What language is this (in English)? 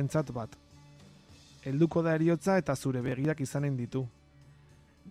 Basque